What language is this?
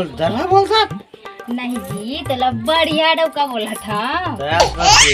Chhattisgarhi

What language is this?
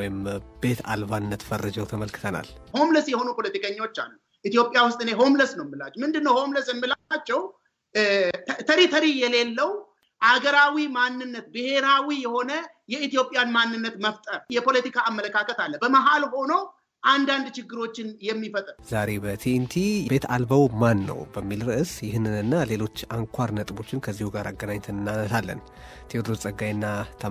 Amharic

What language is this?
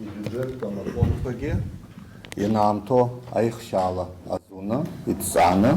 Abkhazian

